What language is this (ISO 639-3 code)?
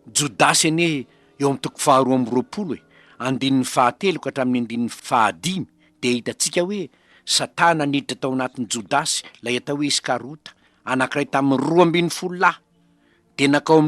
mlg